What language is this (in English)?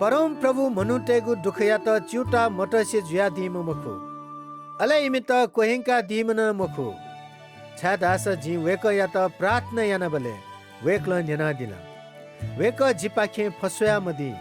Newari